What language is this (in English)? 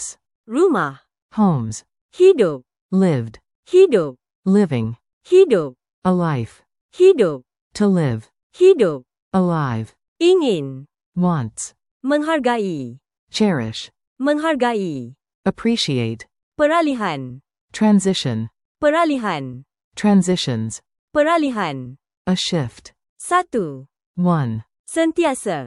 Malay